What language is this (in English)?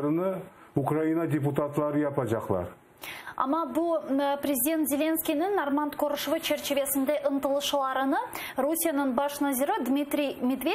Crimean Tatar